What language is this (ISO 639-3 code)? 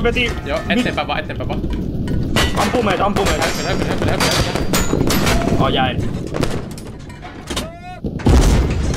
fin